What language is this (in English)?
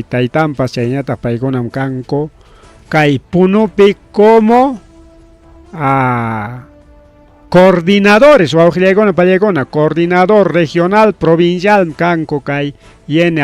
Ayacucho Quechua